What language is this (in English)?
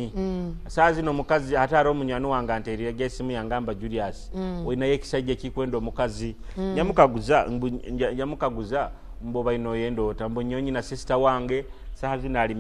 Tooro